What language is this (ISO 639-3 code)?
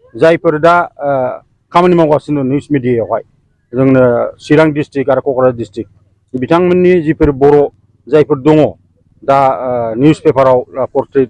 brx